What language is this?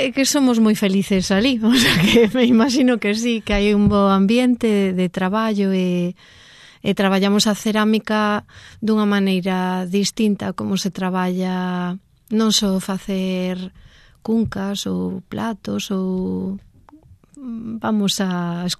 Galician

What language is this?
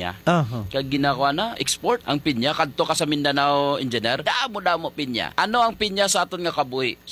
Hiligaynon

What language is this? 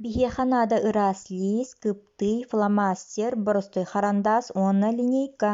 Yakut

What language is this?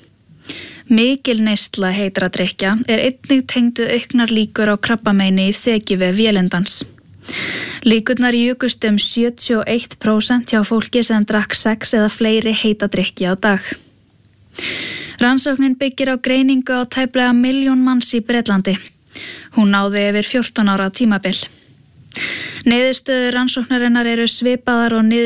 Icelandic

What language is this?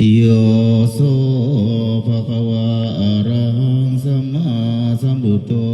Pali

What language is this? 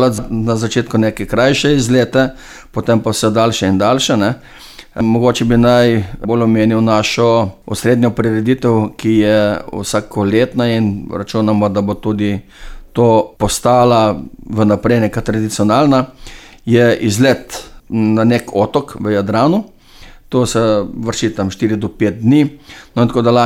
Slovenian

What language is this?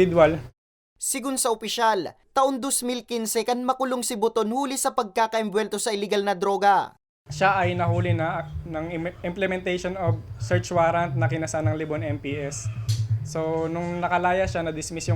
Bikol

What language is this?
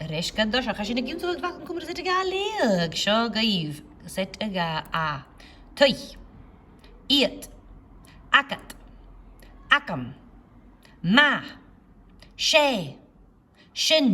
Scottish Gaelic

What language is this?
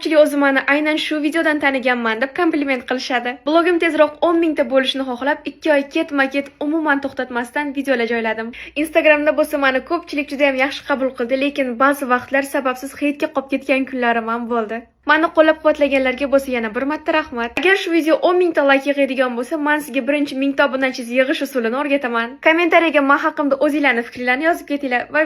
Uzbek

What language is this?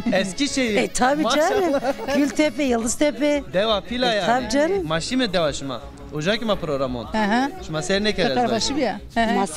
Zaza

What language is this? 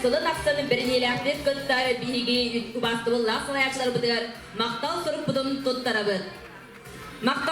Yakut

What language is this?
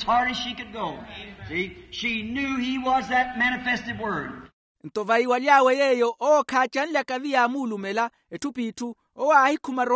Makhuwa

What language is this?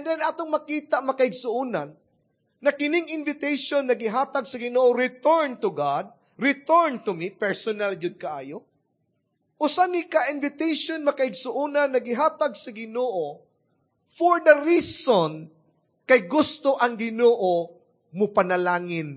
Cebuano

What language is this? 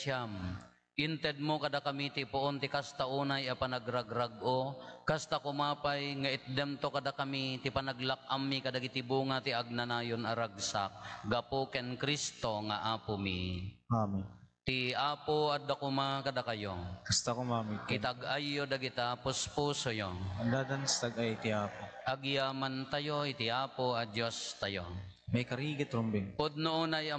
Iloko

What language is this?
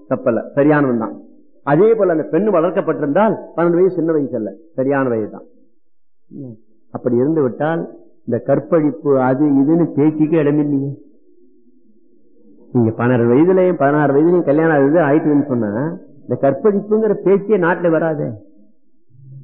Tamil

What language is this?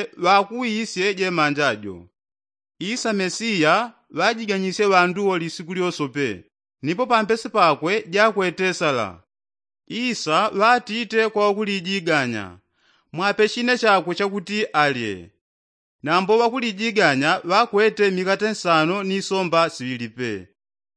Yao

